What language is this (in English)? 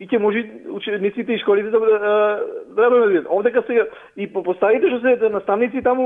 Macedonian